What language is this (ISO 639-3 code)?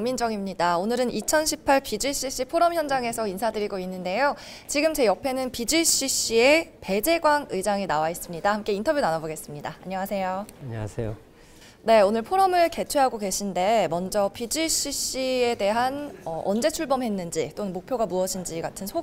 kor